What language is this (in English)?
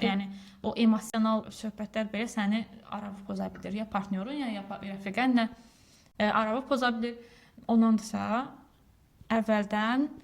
Azerbaijani